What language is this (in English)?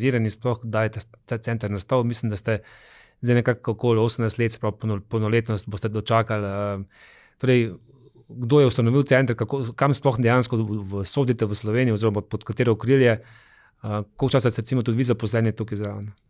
Slovenian